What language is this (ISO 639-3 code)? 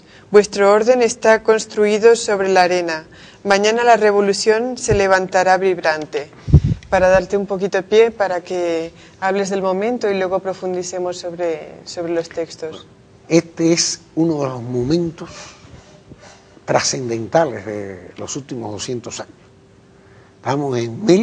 spa